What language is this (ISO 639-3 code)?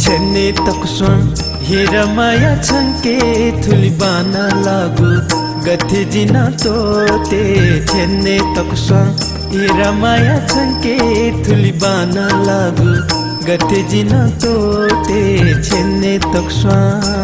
new